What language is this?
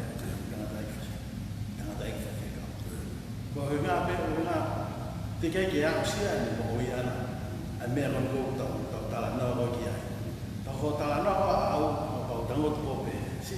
Tongan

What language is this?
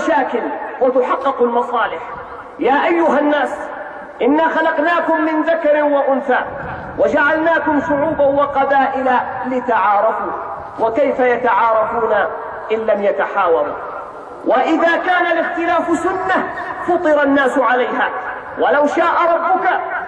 Arabic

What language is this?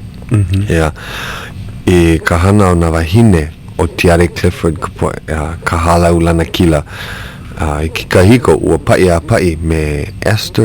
Hawaiian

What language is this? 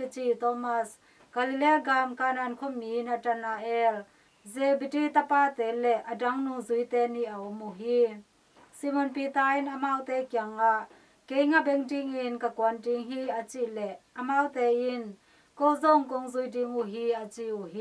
Tedim Chin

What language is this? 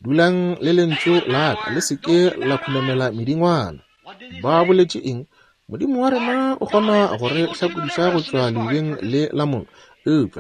Northern Sotho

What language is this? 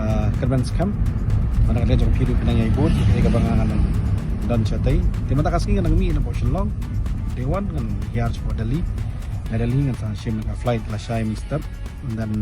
Khasi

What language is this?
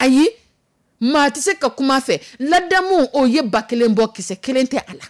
Dyula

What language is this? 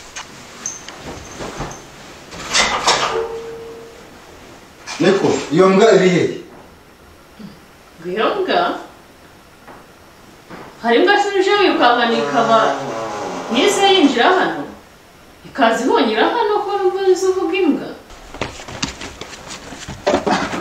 Kinyarwanda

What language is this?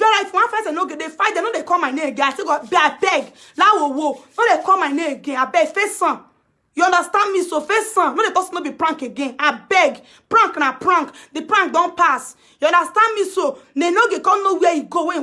Nigerian Pidgin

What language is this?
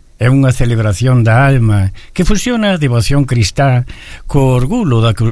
Galician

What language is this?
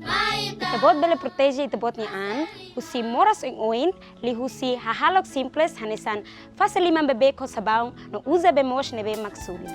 Tetum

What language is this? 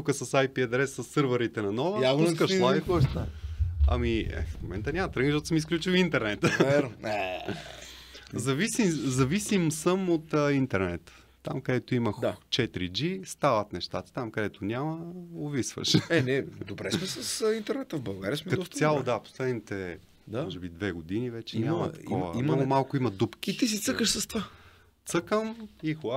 Bulgarian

